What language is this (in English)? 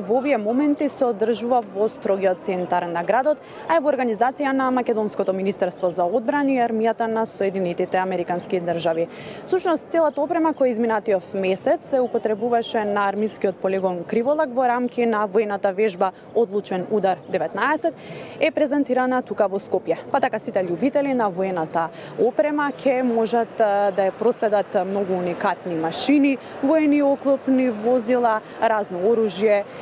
Macedonian